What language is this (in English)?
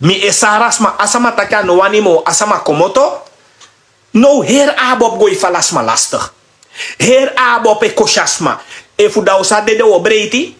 Sranan Tongo